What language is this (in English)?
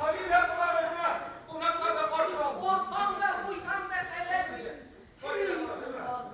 Bashkir